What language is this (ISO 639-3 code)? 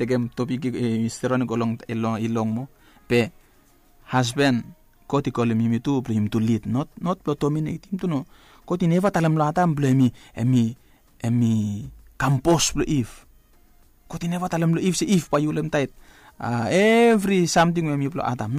bis